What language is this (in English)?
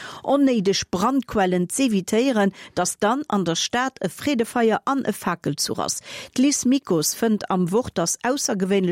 Luxembourgish